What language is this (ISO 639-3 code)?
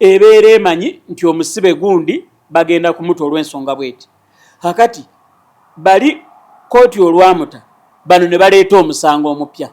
lug